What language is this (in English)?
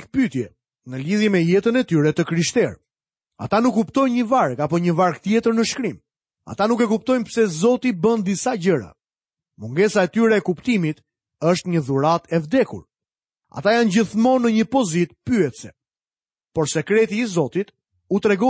Albanian